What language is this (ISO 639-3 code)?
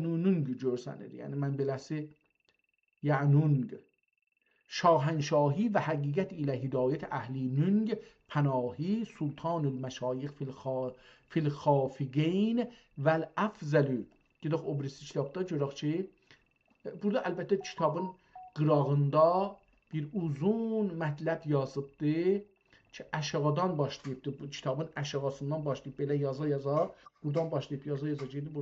azb